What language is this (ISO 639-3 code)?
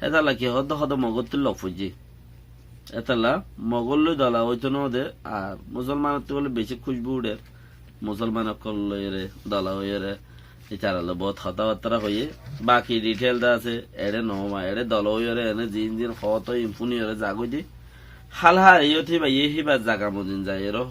rhg